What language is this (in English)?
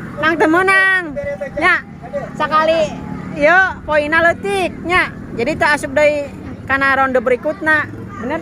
Sundanese